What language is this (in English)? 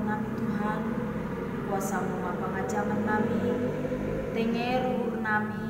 Batak Simalungun